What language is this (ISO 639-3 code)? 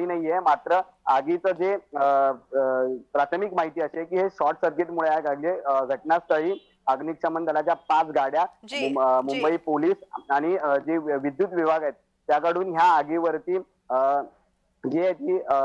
mar